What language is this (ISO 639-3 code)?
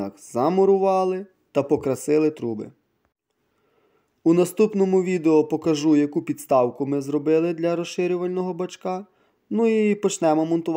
ukr